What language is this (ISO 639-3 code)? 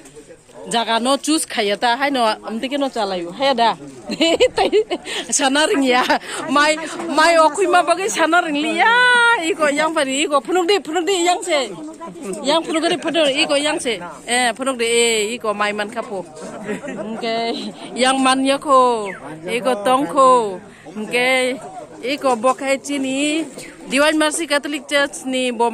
trp